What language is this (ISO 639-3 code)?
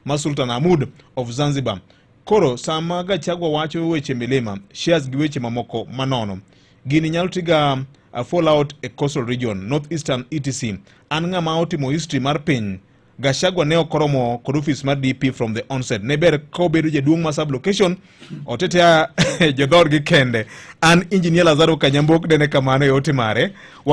luo